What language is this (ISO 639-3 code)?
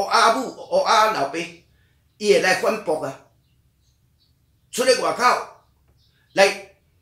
nan